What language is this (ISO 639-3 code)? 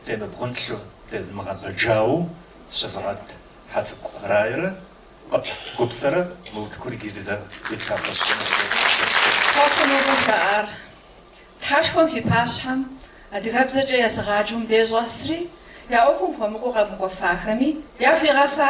kbd